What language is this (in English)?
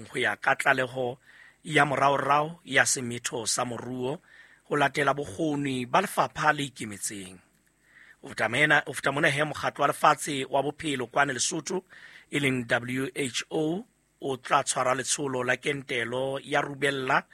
Southern Sotho